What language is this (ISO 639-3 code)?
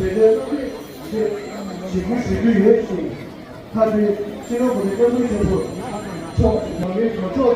bod